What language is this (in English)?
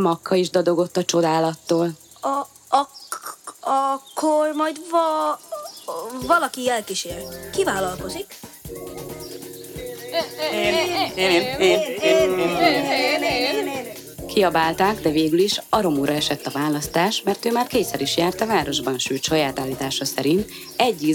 Hungarian